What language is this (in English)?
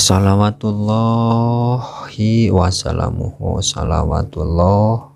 Sundanese